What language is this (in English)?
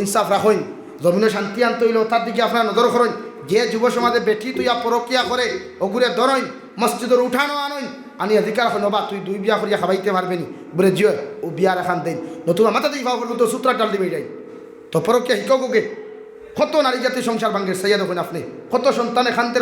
Sylheti